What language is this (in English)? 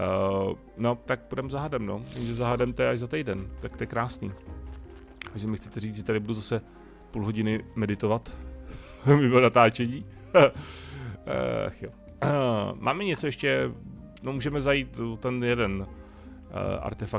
Czech